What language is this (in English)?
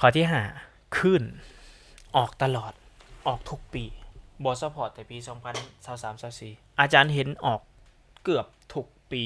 Lao